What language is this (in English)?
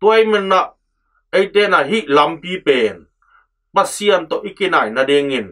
Tedim Chin